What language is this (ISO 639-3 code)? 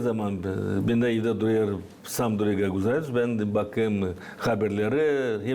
gag